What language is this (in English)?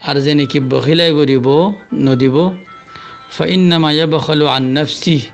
Rohingya